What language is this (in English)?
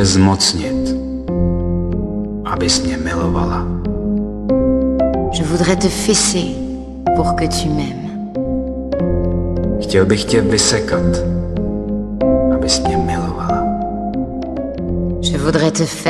Czech